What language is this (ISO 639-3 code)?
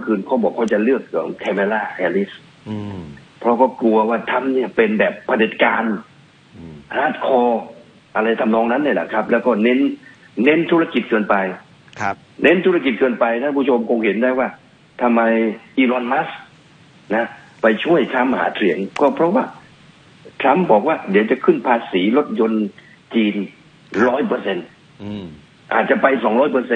tha